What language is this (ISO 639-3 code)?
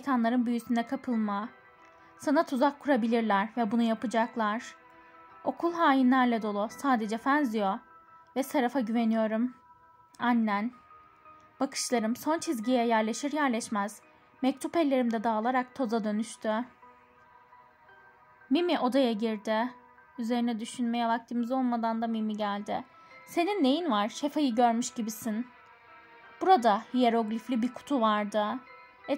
tur